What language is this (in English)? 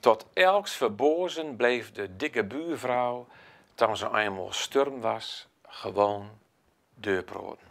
Gronings